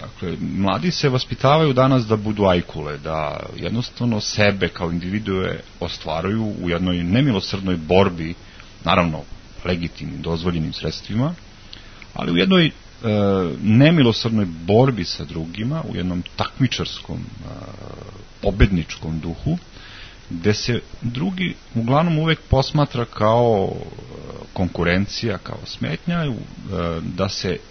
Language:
Serbian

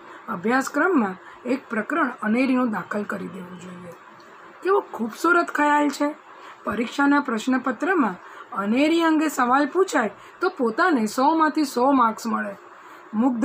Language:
Gujarati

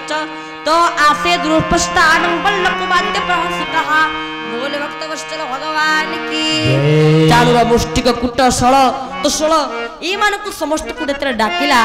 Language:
Odia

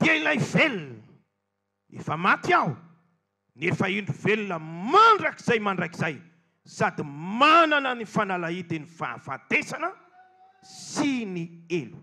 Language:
Malagasy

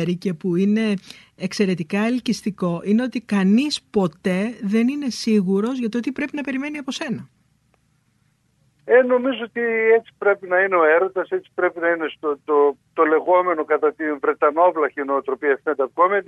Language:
Greek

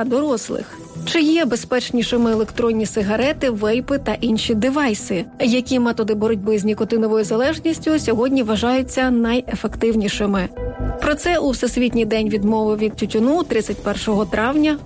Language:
Ukrainian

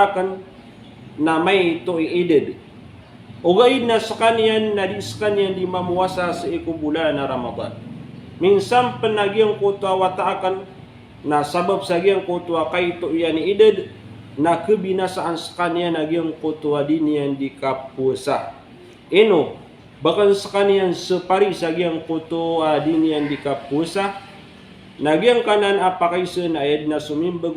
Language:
Maranao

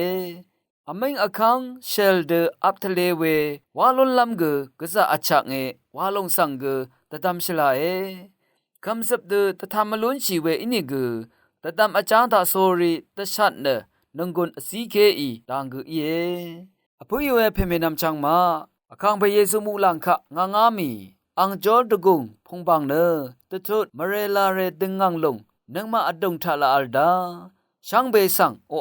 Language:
Rawang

